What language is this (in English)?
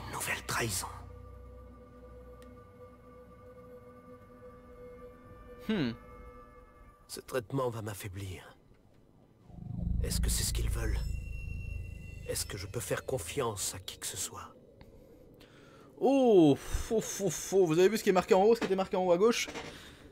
French